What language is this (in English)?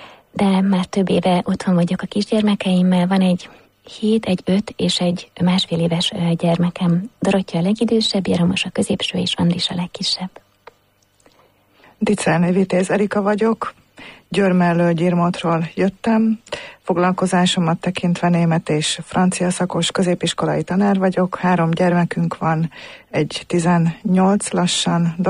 Hungarian